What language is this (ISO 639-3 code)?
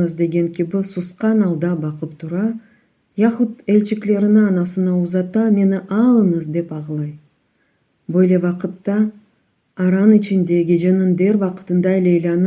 crh